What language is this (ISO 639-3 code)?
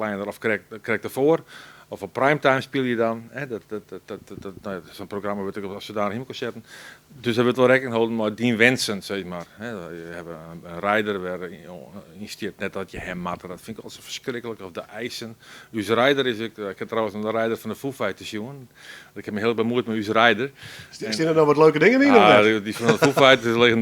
fry